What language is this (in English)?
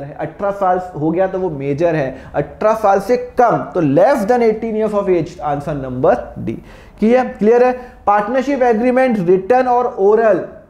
Hindi